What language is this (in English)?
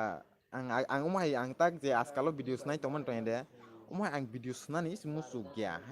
Kok Borok